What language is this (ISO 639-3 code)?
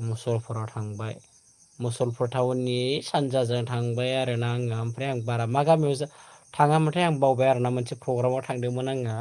brx